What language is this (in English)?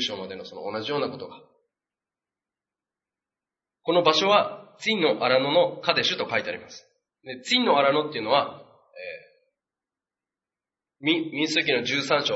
Japanese